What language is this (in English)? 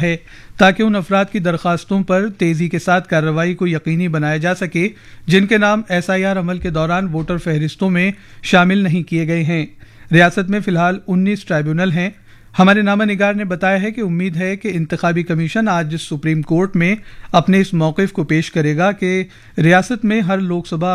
Urdu